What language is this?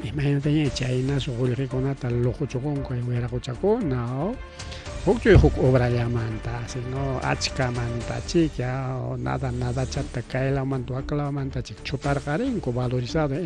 Ayacucho Quechua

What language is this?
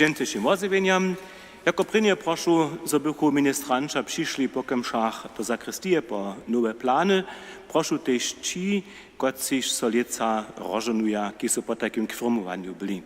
Upper Sorbian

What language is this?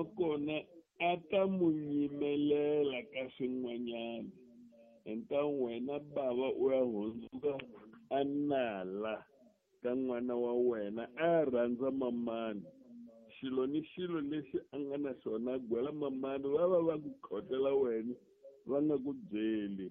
Tsonga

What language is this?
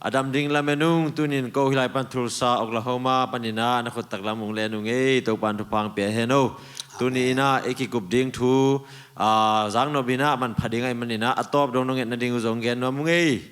Tedim Chin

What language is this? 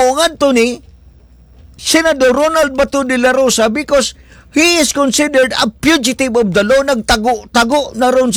Cebuano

